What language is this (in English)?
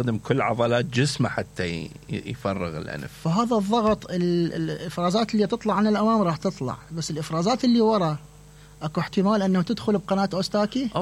Mesopotamian Arabic